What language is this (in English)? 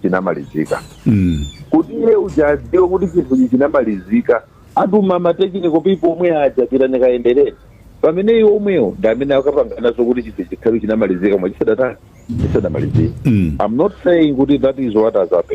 Nyanja